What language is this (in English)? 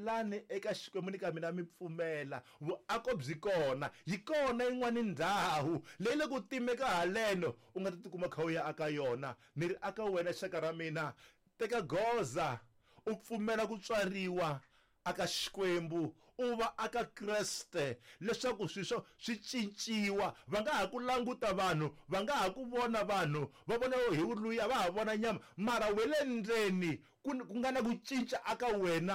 Tsonga